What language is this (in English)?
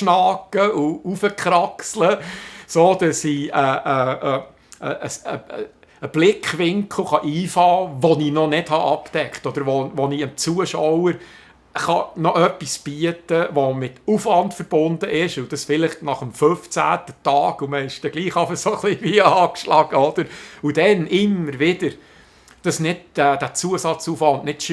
Swiss German